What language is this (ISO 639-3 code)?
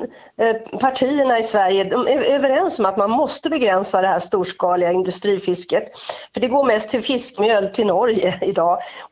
swe